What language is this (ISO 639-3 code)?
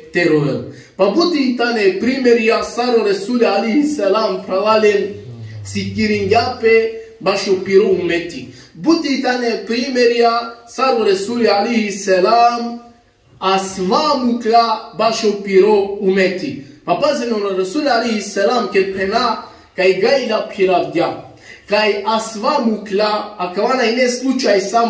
rmn